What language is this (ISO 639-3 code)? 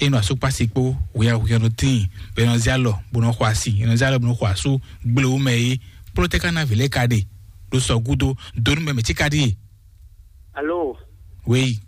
fon